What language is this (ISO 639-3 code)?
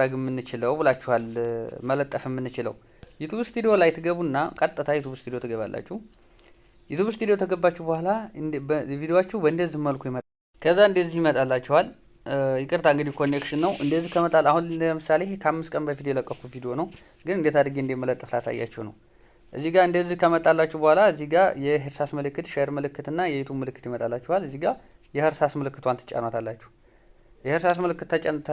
amh